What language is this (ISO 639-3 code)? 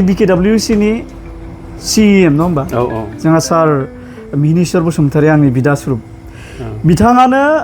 brx